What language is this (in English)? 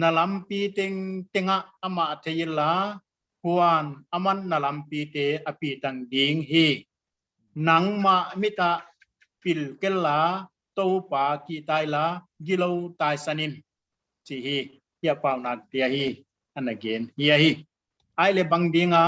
Paite Chin